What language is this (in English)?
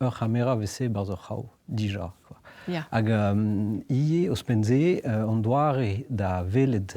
Breton